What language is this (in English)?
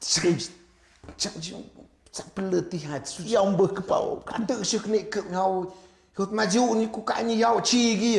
Tlahuitoltepec Mixe